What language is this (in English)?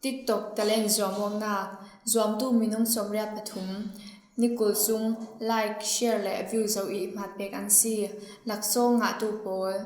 Falam Chin